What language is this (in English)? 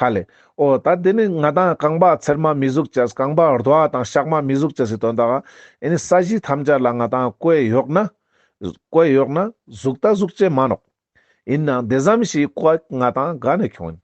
Ladakhi